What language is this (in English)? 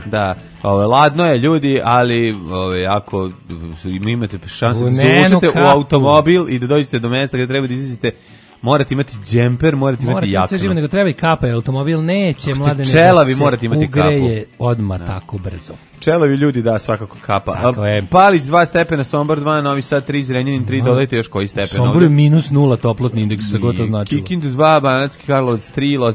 Serbian